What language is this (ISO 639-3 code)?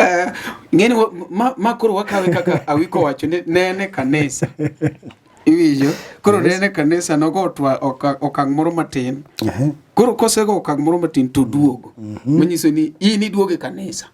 luo